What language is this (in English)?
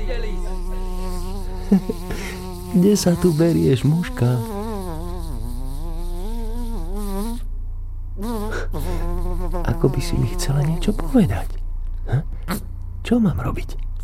Slovak